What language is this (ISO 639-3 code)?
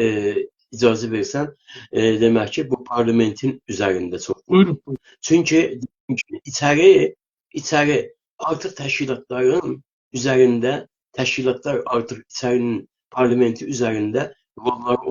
azb